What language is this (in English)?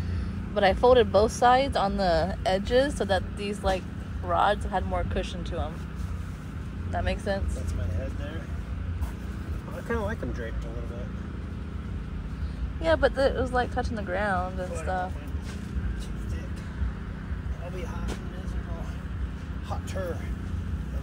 English